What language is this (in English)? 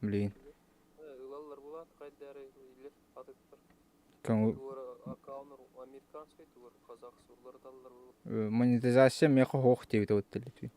Yakut